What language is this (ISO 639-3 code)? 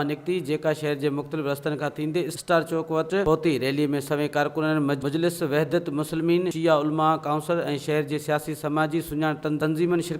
snd